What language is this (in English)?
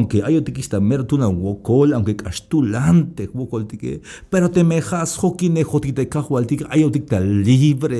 Tzeltal